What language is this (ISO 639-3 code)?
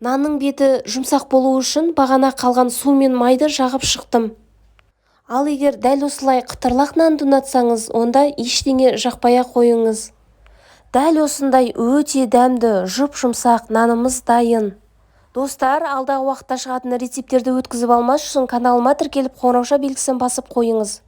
kaz